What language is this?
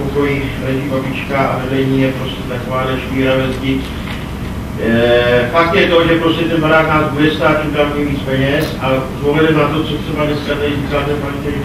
Czech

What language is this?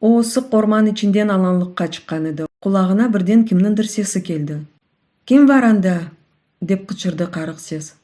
Crimean Tatar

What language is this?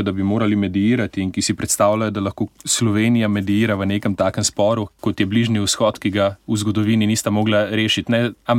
Slovenian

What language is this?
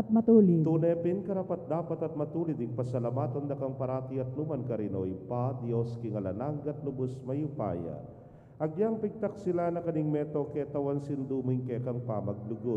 Pampanga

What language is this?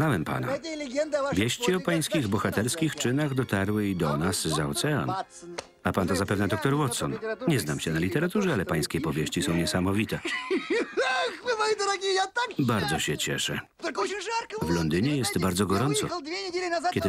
Polish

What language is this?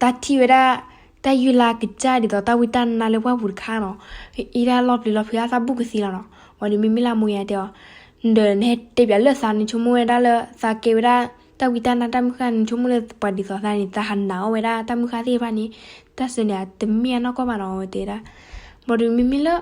S'gaw Karen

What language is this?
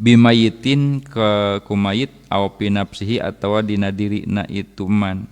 Sundanese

